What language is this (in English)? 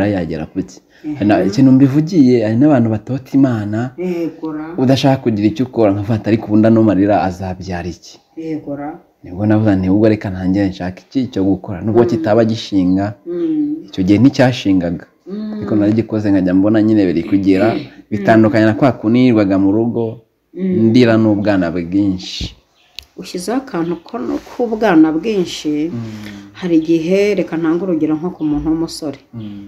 Kinyarwanda